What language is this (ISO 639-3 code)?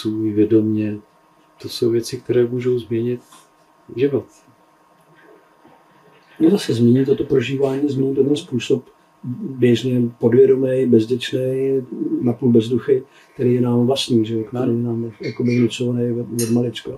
ces